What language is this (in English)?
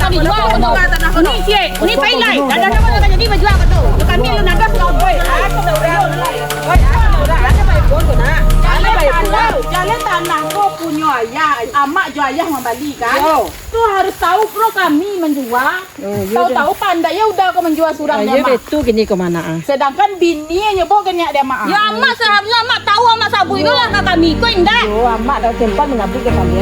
Minangkabau